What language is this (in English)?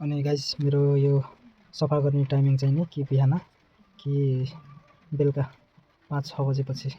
Nepali